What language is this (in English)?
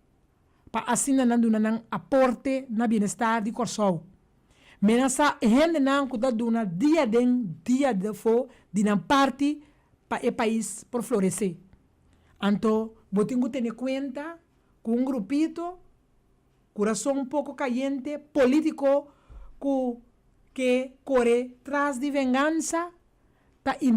Papiamento